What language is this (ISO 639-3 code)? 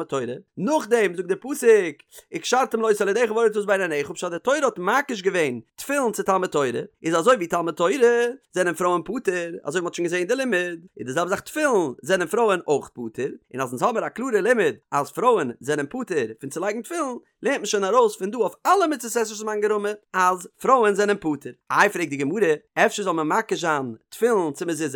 yid